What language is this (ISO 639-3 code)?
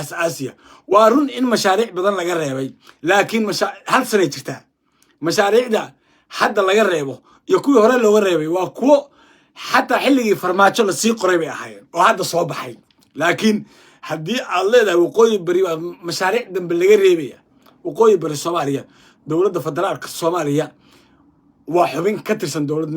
som